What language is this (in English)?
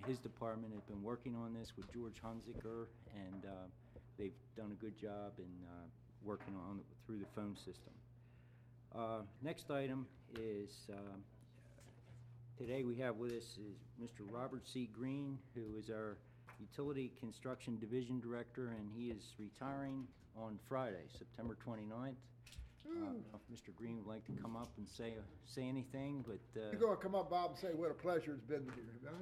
English